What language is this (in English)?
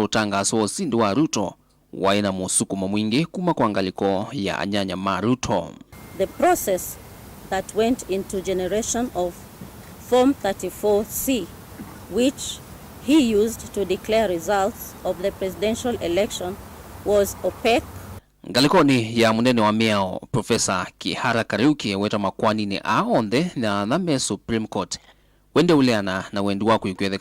Kamba